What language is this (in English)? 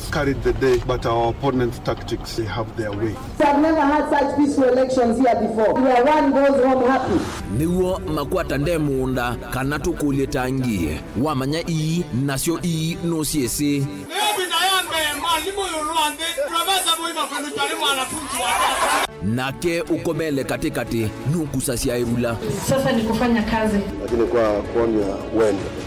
Kamba